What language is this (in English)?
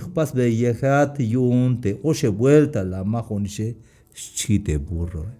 Tzeltal